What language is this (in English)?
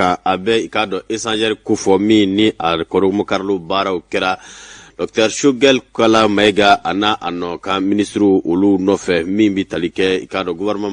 Bambara